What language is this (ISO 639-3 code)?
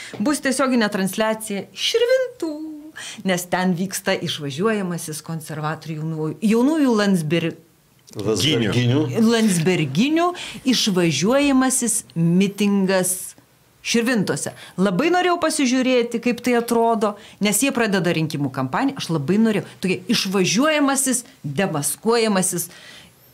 lit